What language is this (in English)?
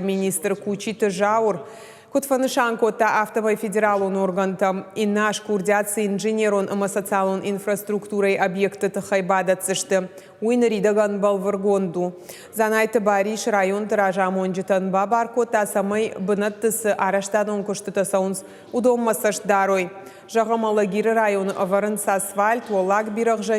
Ossetic